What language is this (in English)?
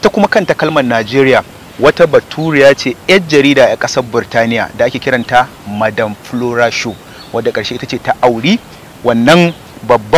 Hausa